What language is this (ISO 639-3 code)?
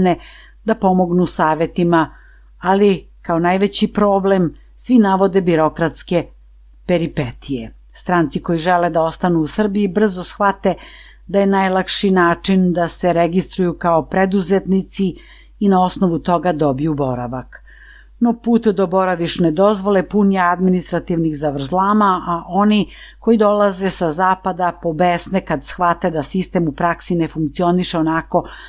srp